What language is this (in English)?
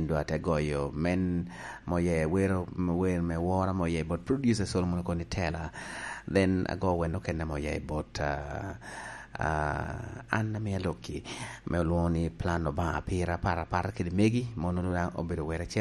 Lango (Uganda)